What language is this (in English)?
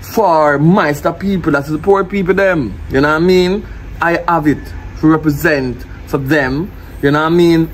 Jamaican Creole English